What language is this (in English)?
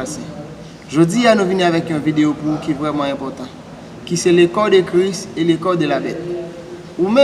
Haitian Creole